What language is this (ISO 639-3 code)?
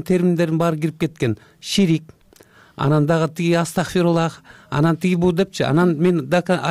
kir